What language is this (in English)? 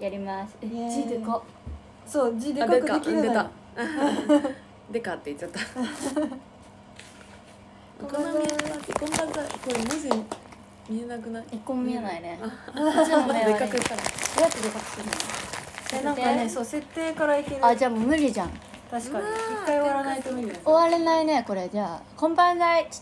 Japanese